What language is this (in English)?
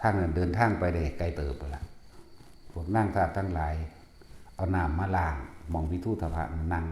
Lao